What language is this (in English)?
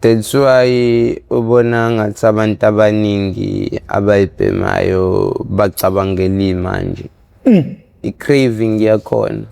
Zulu